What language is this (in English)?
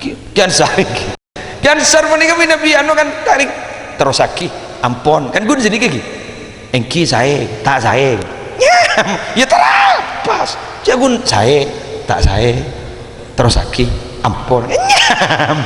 Madurese